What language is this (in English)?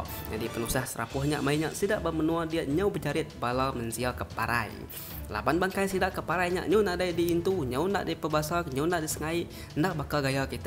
Iban